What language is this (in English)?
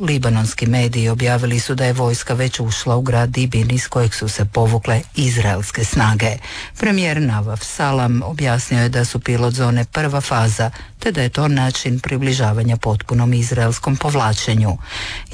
Croatian